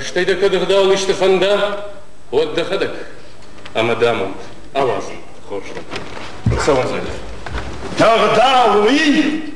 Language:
Ossetic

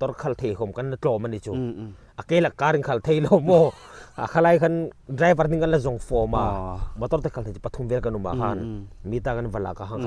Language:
Hmar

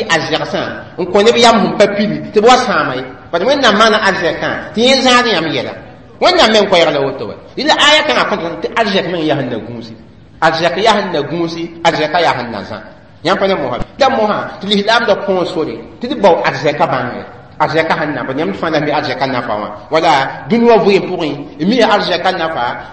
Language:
Mossi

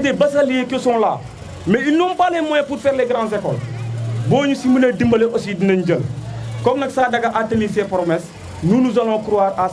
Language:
Wolof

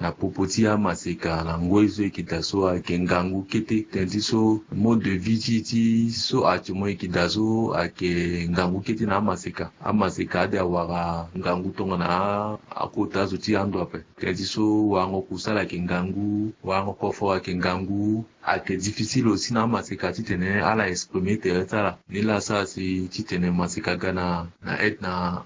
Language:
Sango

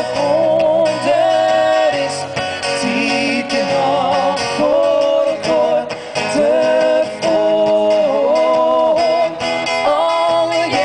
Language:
Western Frisian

